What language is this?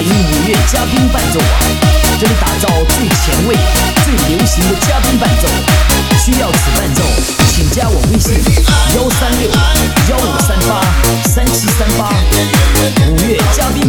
Chinese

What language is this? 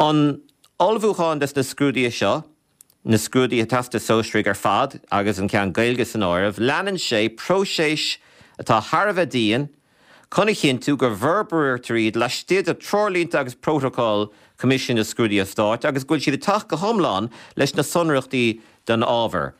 Irish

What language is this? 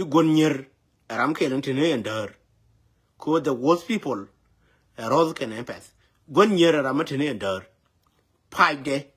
Nuer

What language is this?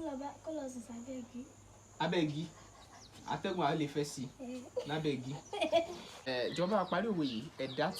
Yoruba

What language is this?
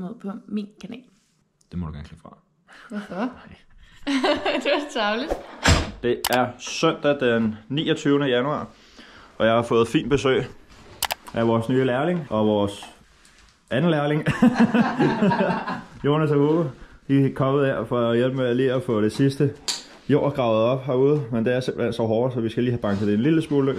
Danish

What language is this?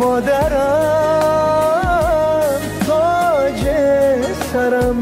Tajik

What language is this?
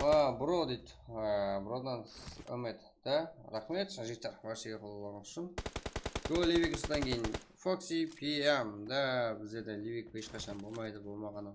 Kara-Kalpak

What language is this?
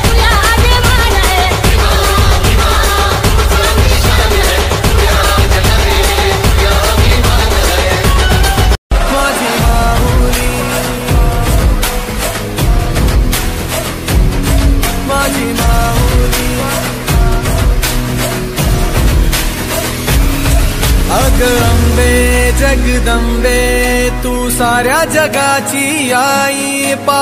Marathi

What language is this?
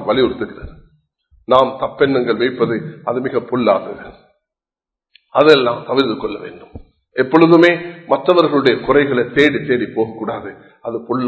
Tamil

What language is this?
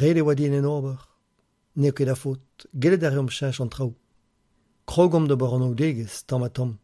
Breton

